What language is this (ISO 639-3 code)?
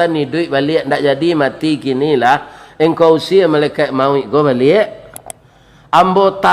min